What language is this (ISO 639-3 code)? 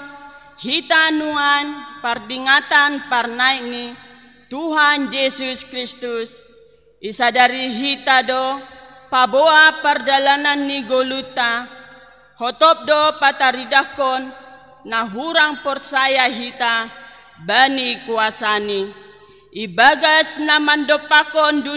bts